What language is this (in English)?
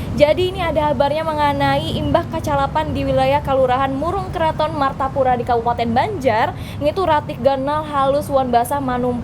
Banjar